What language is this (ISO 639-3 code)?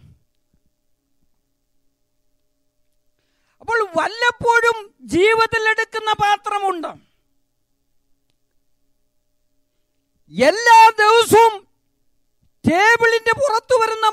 mal